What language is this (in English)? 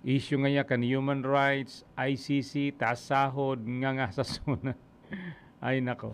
Bikol